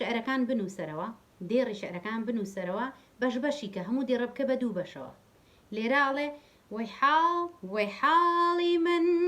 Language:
Central Kurdish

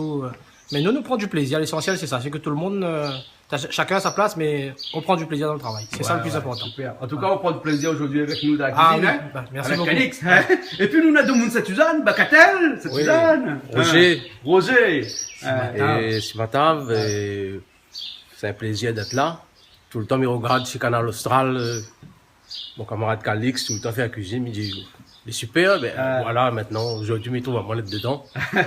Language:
Réunion Creole French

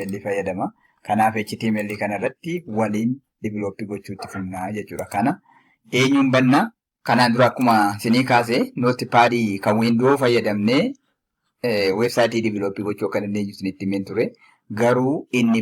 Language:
Oromo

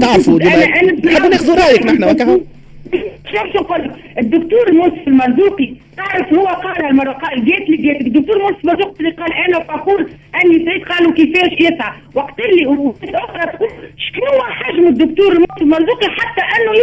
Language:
Tunisian Arabic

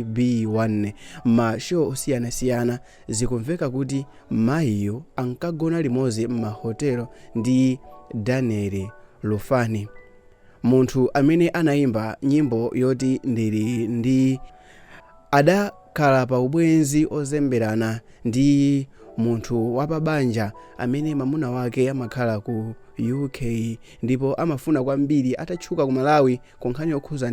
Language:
Nyanja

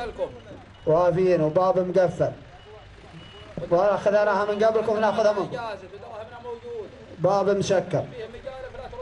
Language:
Arabic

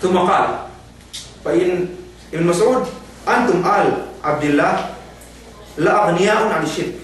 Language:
Yakan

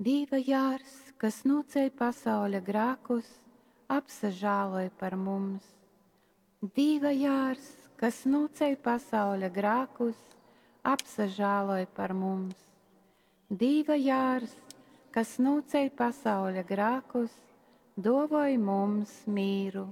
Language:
Latgalian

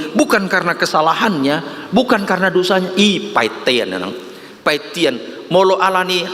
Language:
Batak Toba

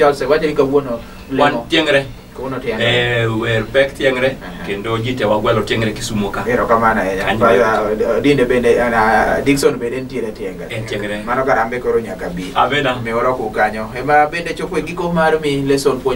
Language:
Luo (Kenya and Tanzania)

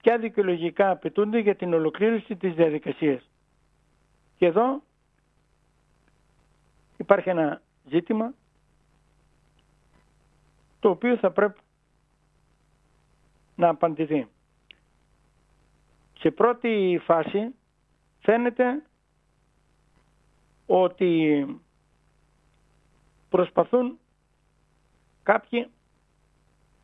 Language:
Greek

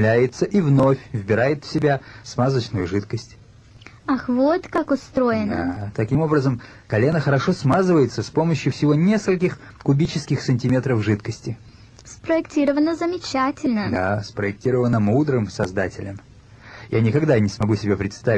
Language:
Russian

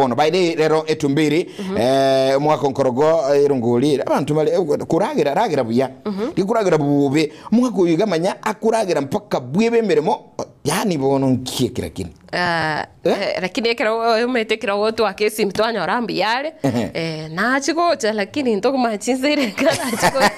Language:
Gusii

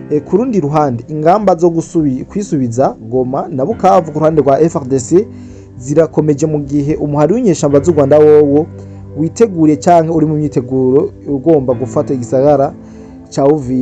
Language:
Rundi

